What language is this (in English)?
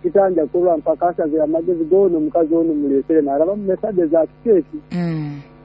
Nyoro